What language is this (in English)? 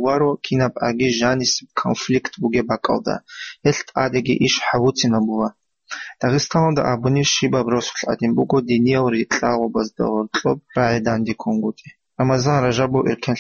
Avaric